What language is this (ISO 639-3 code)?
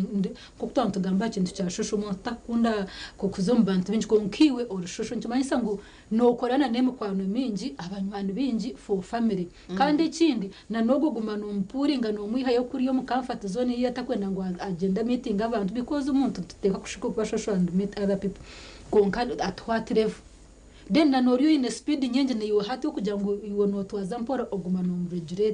nyn